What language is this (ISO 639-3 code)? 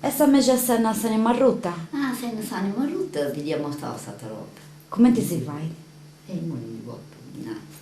srd